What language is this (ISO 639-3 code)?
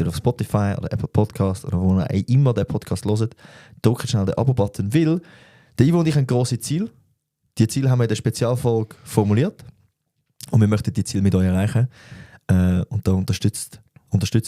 gsw